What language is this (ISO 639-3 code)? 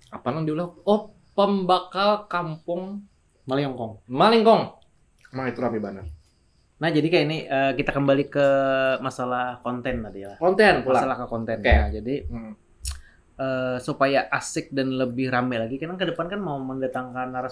bjn